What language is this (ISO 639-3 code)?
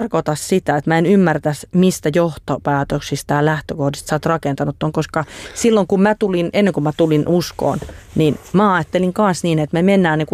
fin